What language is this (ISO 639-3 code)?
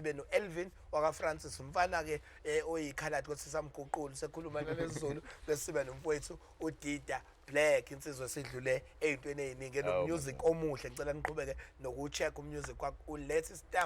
zul